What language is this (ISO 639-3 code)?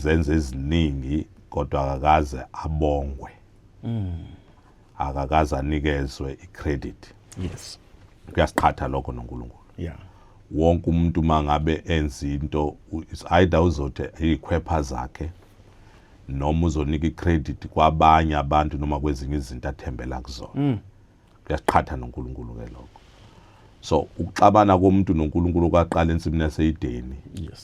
zul